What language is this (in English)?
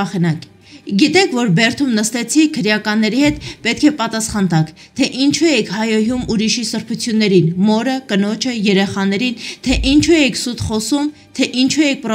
Armenian